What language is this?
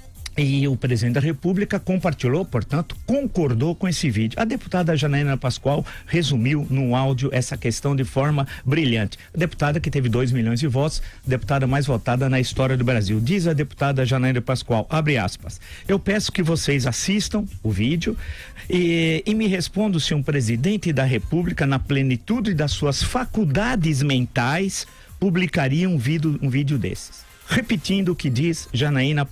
Portuguese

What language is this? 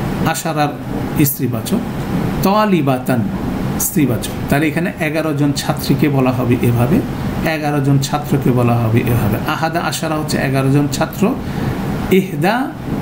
Bangla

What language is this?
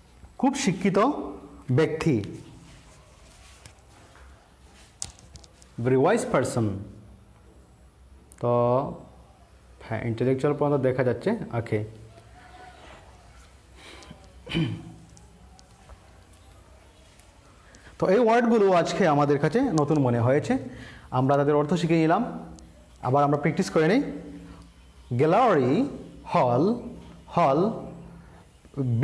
Bangla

